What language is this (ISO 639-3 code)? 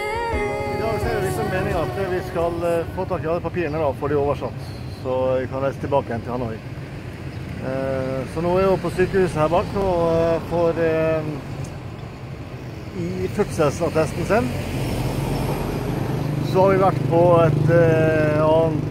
nor